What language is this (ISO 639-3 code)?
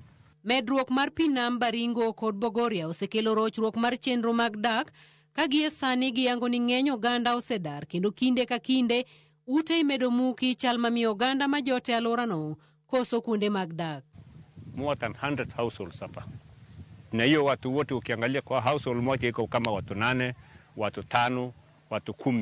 luo